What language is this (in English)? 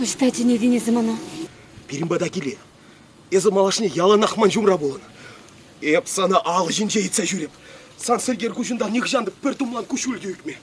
Chuvash